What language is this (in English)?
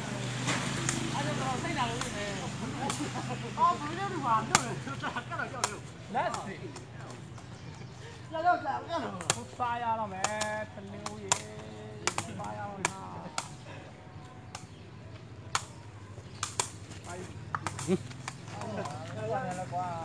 Burmese